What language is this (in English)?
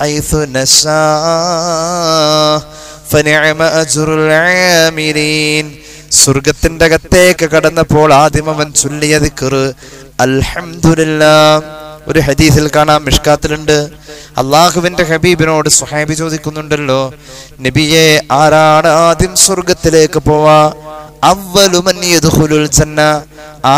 Malayalam